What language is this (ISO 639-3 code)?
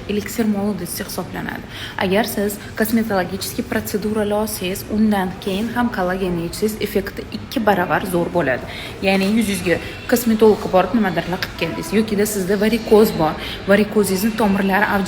uzb